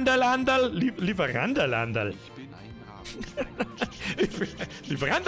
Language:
Bavarian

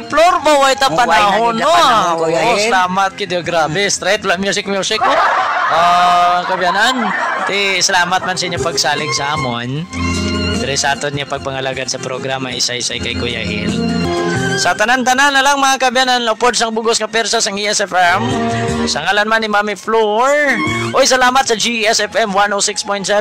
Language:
Hiligaynon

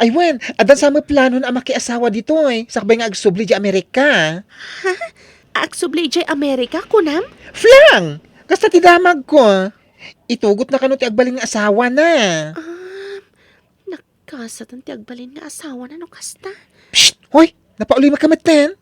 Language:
Iloko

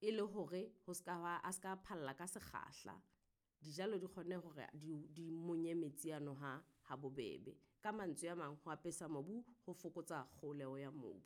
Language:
Southern Sotho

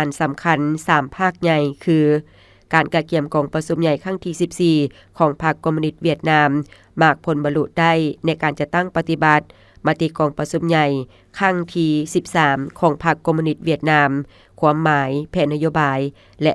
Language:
Lao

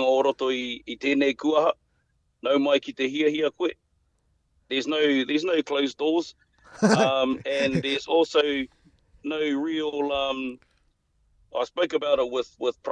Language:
Māori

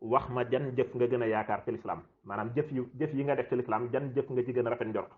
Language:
Wolof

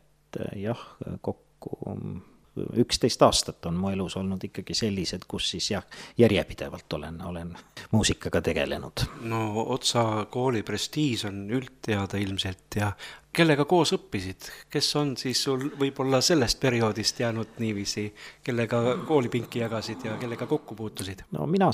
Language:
Estonian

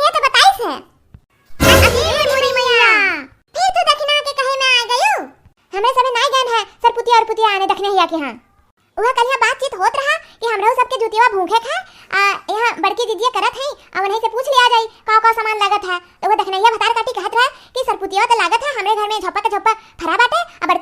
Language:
Awadhi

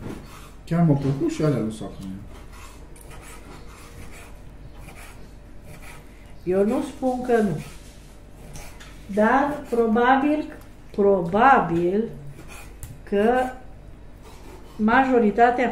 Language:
Romanian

